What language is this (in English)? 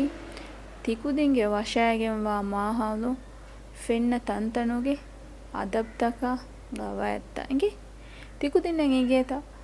Divehi